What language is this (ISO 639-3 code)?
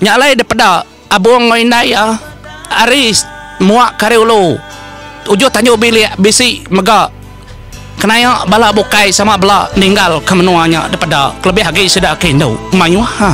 iba